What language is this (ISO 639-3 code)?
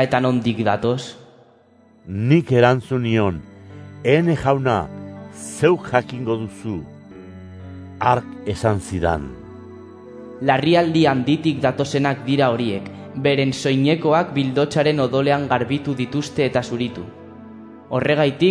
eus